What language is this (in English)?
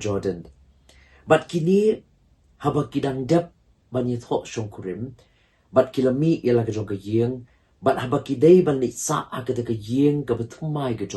Khasi